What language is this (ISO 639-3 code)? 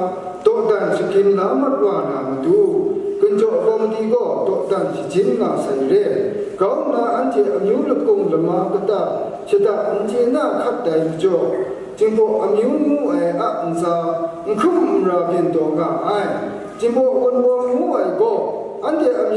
kac